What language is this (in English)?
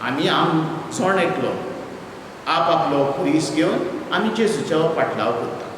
Konkani